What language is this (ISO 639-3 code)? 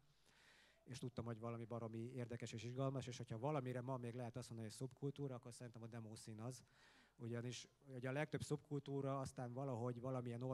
hun